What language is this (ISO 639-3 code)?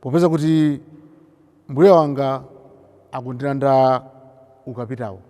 nya